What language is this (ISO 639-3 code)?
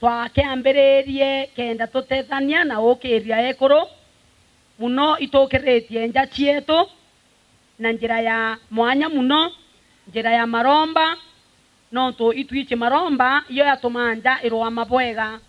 mer